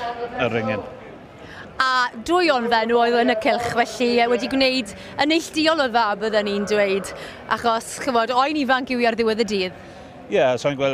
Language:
Welsh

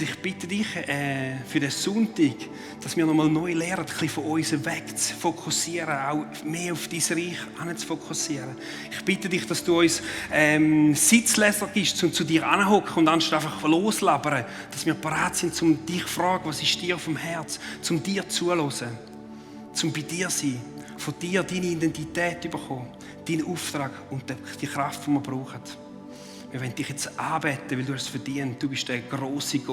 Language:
Swiss German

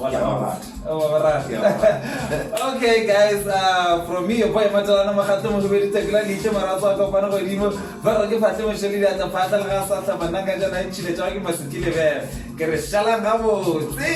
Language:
Northern Sotho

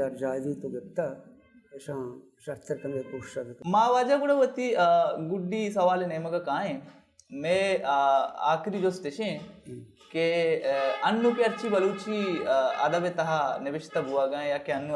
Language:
Baluchi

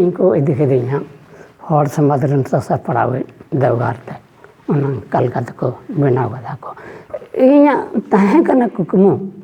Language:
Santali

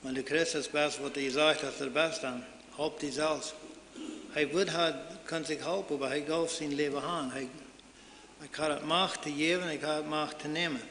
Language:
Plautdietsch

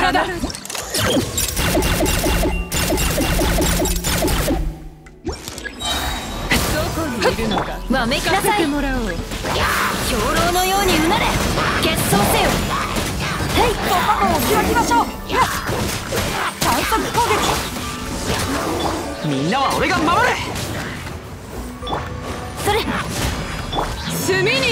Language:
Japanese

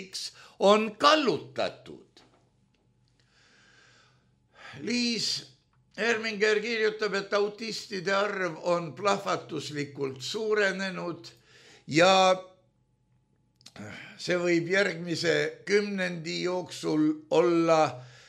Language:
Estonian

